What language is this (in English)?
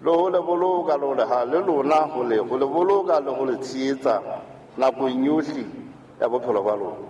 Southern Sotho